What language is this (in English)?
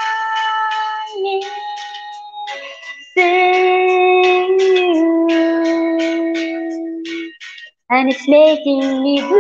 Filipino